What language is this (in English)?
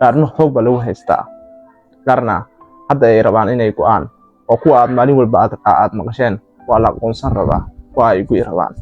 Somali